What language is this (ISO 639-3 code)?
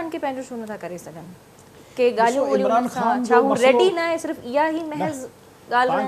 snd